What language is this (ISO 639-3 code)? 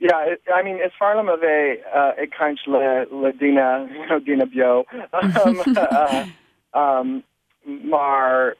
gle